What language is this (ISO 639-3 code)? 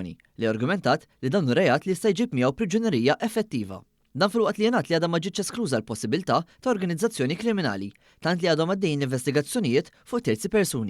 mlt